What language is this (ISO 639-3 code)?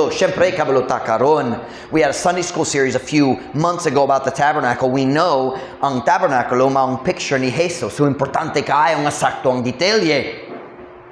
ceb